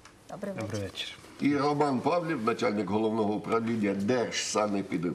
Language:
Ukrainian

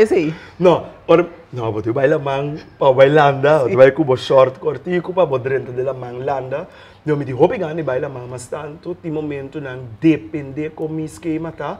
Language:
Papiamento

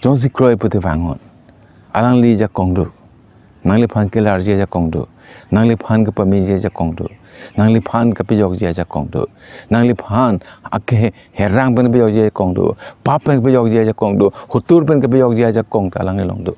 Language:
Karbi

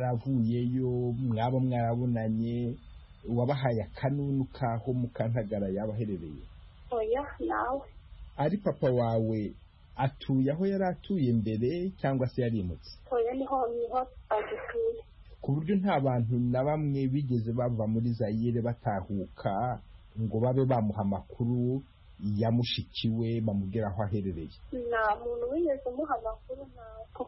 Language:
Kinyarwanda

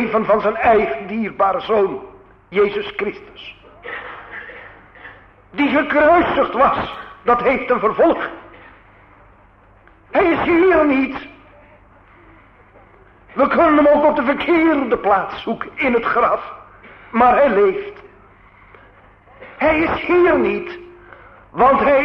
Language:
Dutch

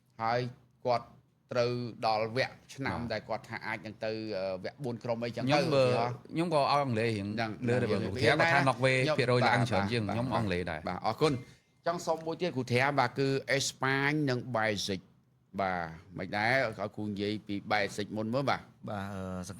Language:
Khmer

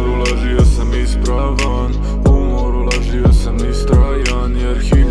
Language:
Serbian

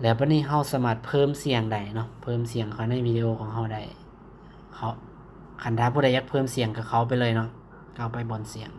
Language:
Lao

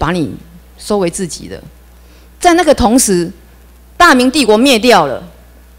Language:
Chinese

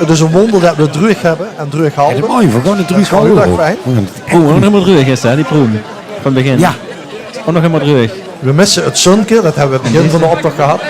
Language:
Limburgish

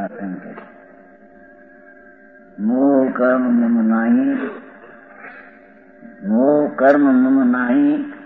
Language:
Gujarati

